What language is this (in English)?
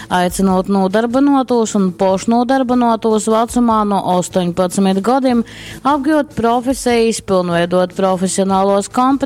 Latgalian